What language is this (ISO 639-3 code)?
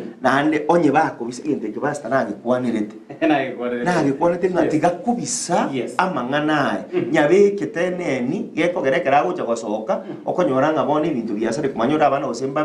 guz